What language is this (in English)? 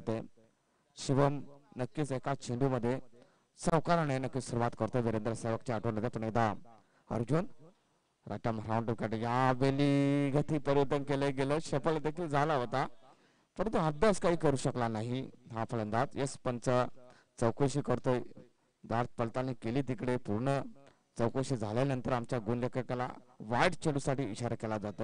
Marathi